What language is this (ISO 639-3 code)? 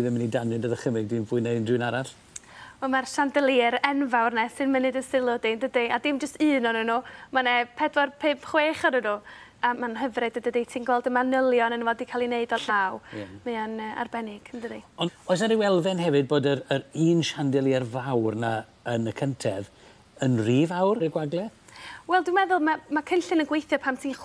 cym